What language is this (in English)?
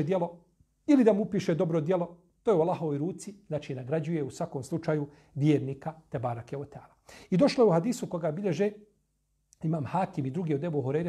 Bosnian